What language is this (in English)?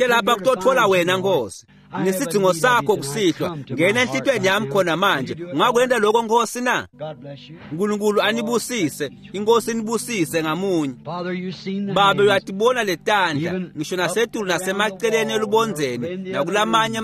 Swati